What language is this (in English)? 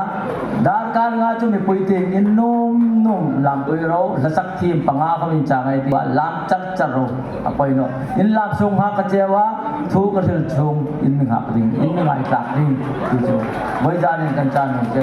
Hmar